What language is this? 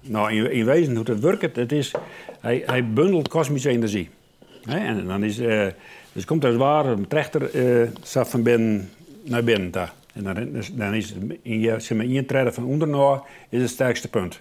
Western Frisian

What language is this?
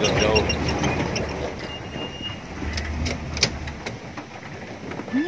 Indonesian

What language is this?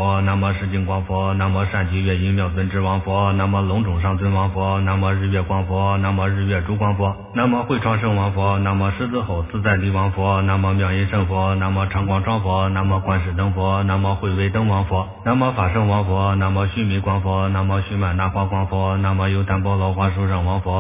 Chinese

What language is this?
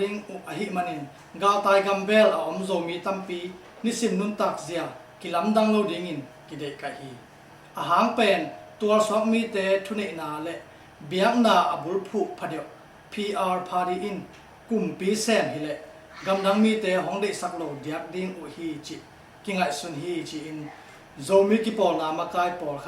Tedim Chin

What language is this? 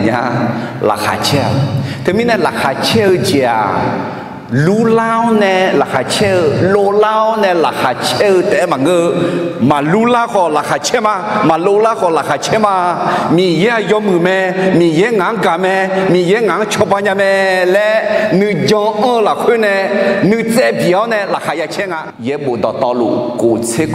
Akha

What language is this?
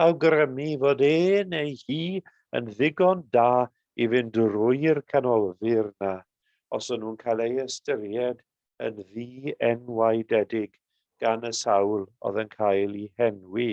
Welsh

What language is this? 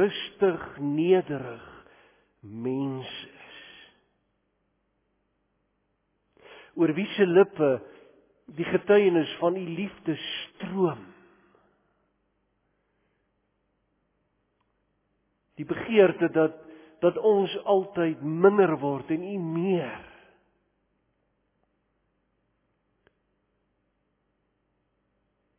Afrikaans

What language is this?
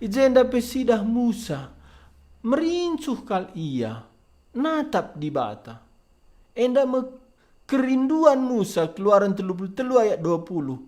Batak Karo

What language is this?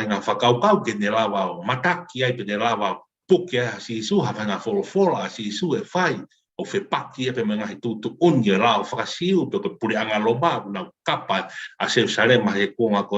Tongan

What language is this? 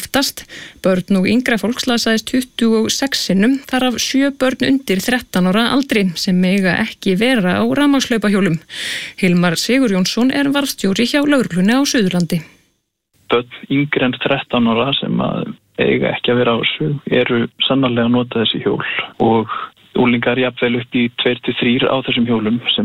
Icelandic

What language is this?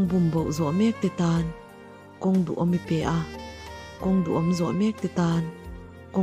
Mizo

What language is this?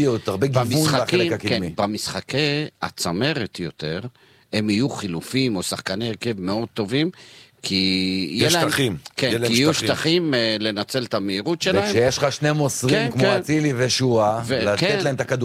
Hebrew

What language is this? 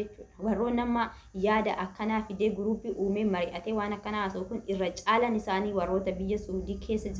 Oromo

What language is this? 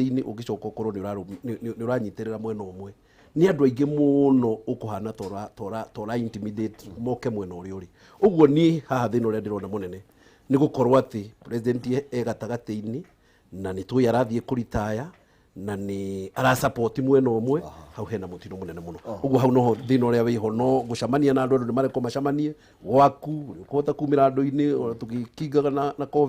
Kikuyu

